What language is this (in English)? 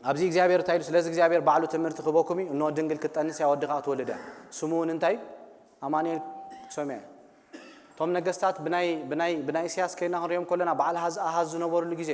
Tigrinya